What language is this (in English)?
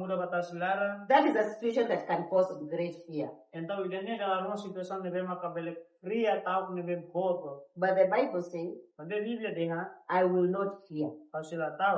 Tetum